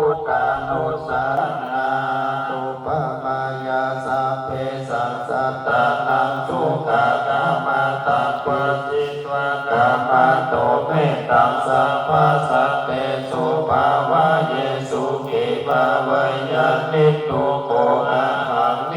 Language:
Pali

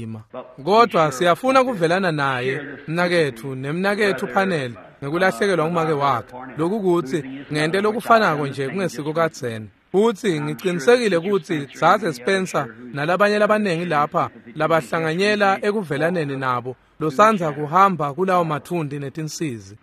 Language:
Swati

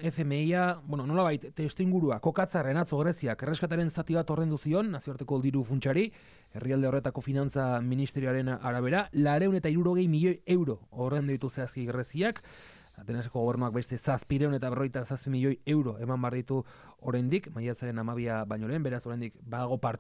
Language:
Basque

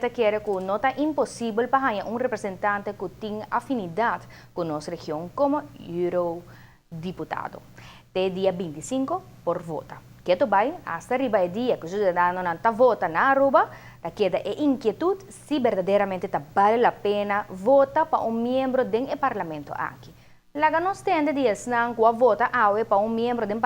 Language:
Papiamento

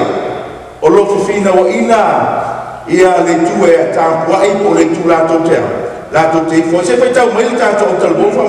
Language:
Samoan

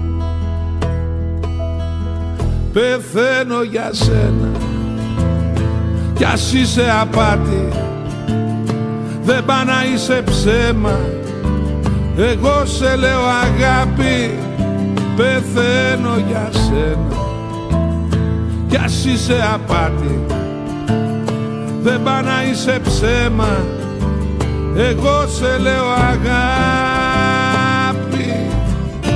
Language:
Greek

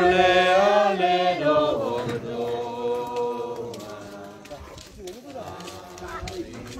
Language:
Batak Toba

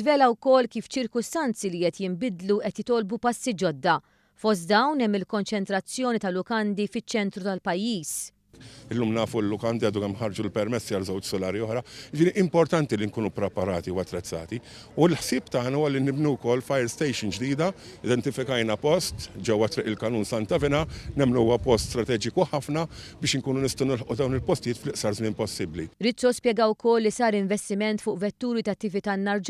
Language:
Maltese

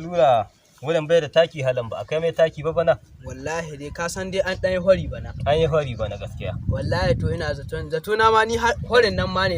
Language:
Hausa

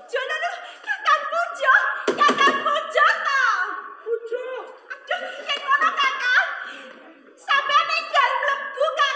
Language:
Javanese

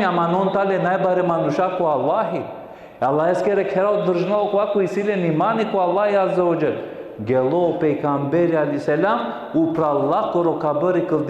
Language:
Balkan Romani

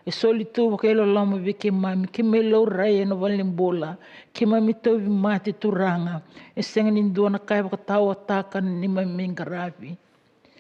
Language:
Fijian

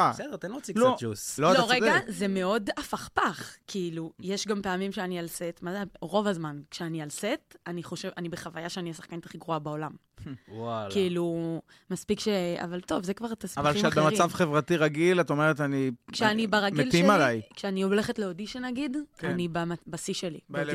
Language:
Hebrew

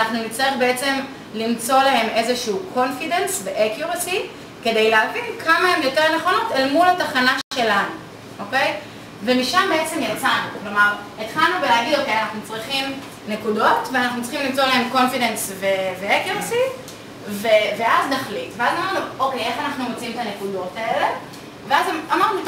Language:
Hebrew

